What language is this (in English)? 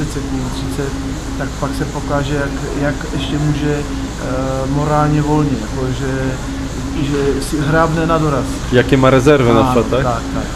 Polish